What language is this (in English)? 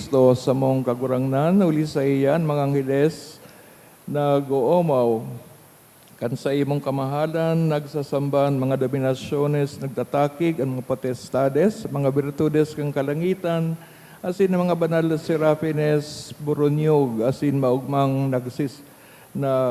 Bikol